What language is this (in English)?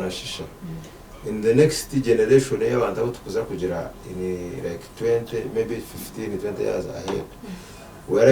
Nyankole